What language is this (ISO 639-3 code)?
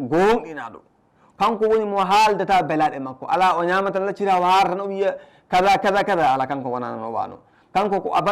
ful